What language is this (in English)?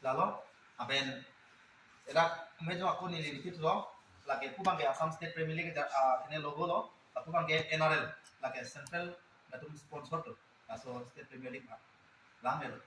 Karbi